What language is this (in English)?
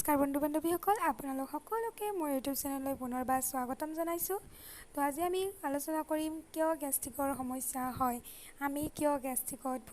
Assamese